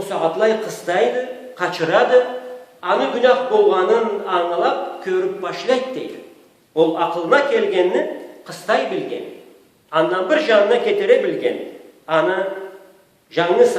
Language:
Karachay-Balkar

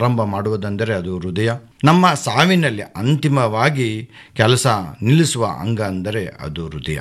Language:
Kannada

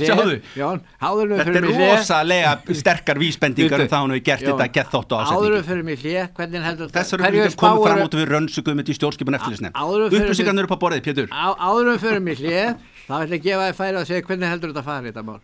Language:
Icelandic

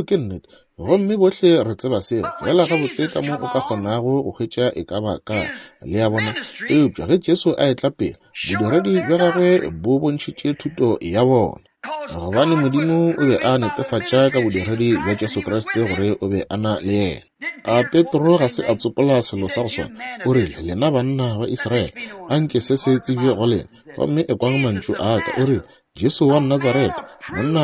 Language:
Northern Sotho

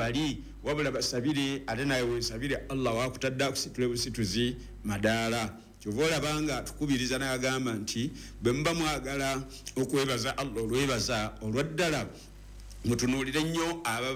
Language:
Ganda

